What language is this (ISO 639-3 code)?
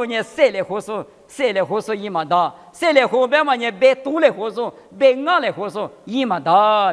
lis